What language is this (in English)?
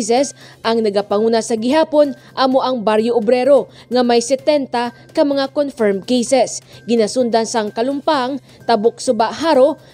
Hiligaynon